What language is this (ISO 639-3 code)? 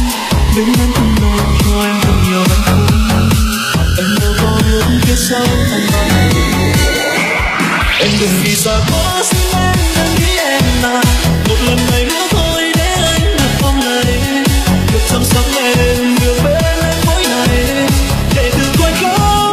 vie